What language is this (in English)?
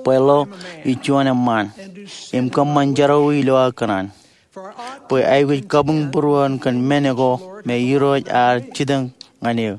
Marshallese